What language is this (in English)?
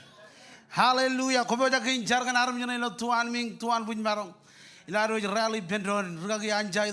Marshallese